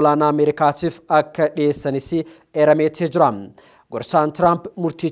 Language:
Oromo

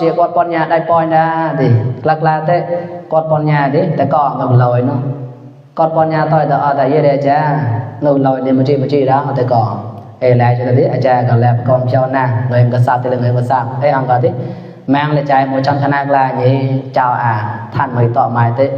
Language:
Mon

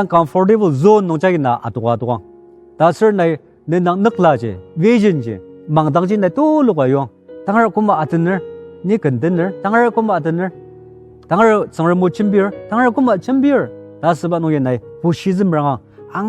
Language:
Ao Naga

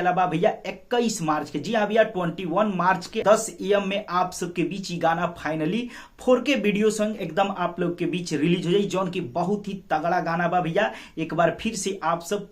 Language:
Bhojpuri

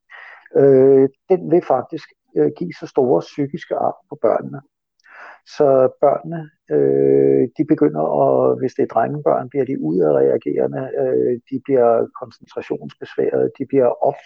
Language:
Danish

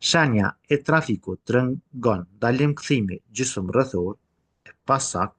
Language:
Albanian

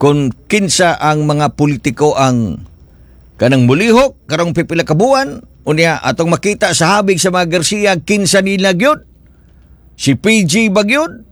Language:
Cebuano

